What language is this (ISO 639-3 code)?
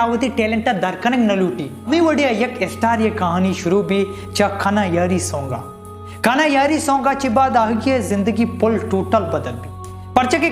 bal